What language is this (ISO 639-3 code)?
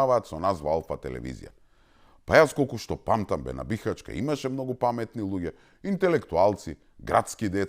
mkd